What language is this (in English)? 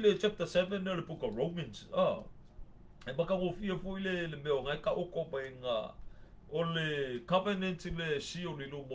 Samoan